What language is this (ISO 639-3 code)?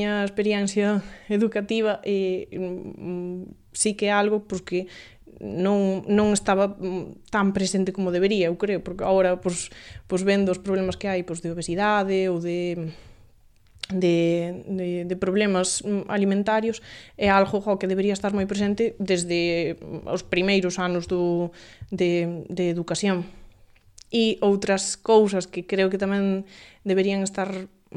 glg